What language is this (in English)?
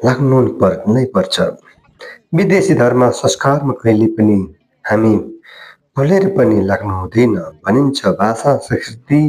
Nepali